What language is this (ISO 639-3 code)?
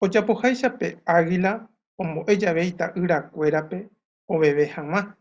grn